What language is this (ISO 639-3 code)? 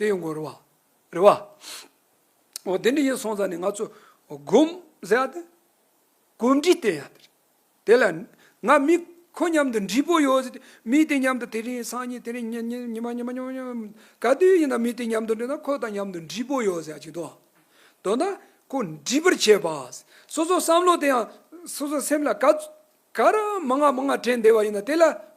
bod